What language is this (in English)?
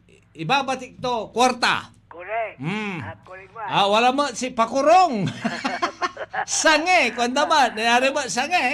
Pangasinan